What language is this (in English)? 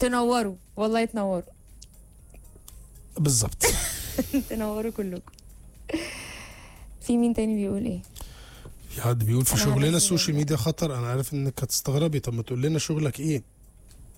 Egyptian Arabic